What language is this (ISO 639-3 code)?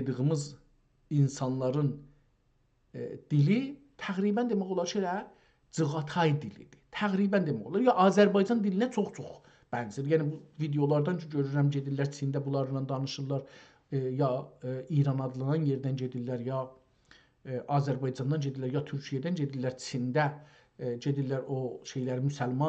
azb